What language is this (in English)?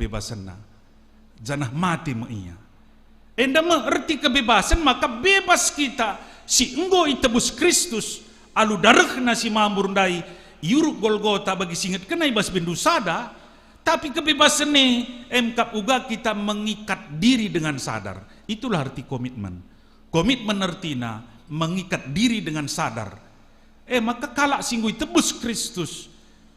Batak Karo